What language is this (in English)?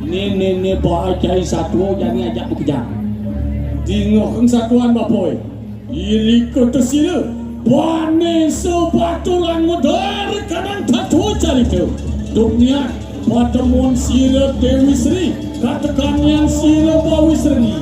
Balinese